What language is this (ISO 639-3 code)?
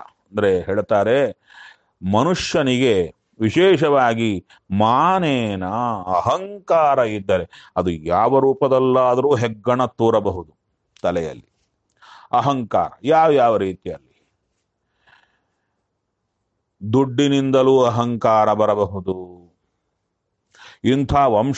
kan